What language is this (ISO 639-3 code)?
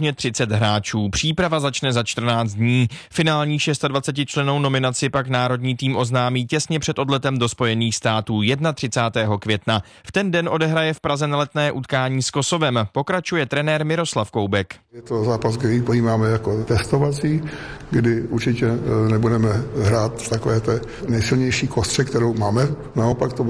ces